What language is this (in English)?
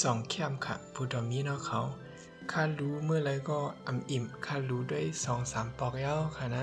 Shan